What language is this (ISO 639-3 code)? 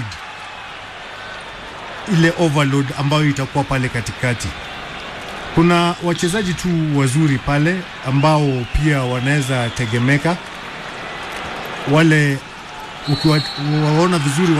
swa